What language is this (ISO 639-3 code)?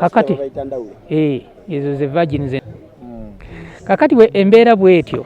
lug